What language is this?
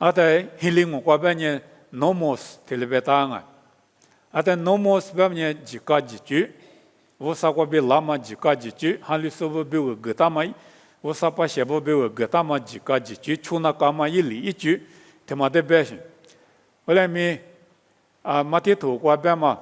Lisu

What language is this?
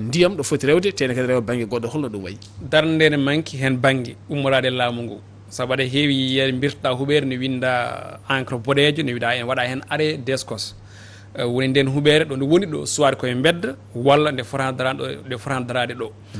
Fula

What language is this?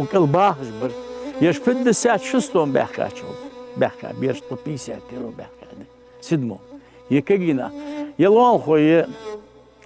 Ingush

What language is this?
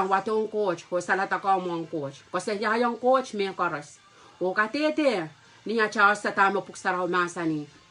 Pohnpeian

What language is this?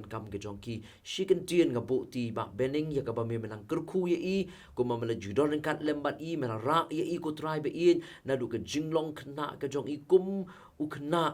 Khasi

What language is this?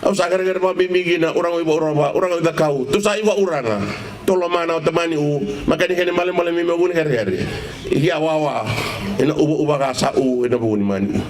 Fijian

